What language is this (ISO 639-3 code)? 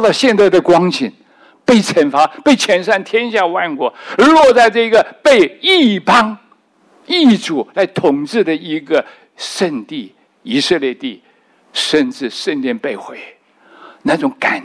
zho